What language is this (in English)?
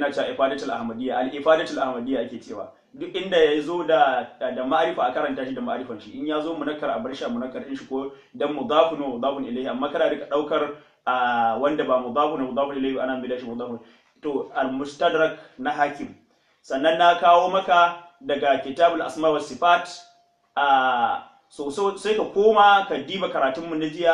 Hausa